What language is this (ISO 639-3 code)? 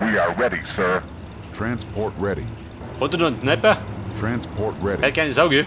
bar